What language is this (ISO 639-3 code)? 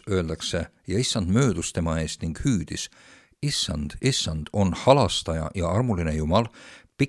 est